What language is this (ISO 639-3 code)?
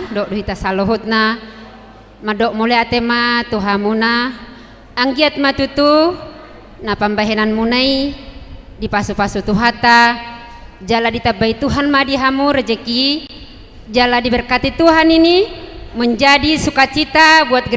bbc